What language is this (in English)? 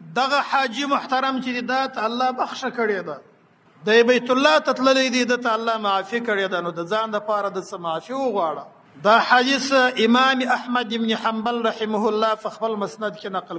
Pashto